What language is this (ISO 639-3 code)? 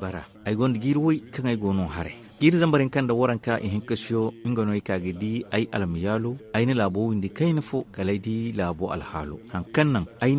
dje